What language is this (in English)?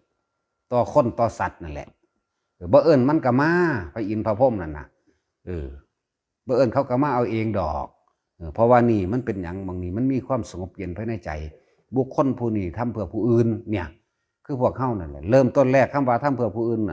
Northeastern Thai